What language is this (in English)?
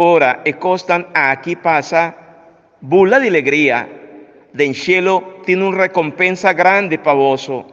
Papiamento